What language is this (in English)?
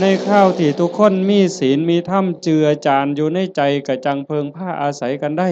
Northeastern Thai